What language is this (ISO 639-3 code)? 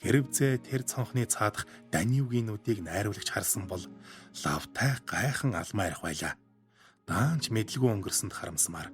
mon